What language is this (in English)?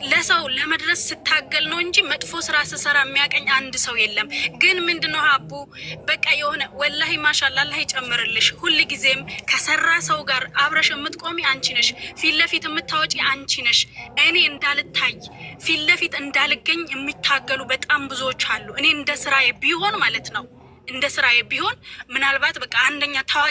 Amharic